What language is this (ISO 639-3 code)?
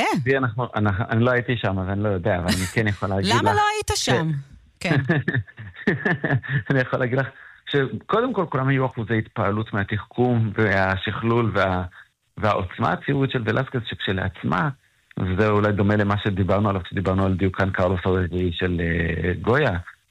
heb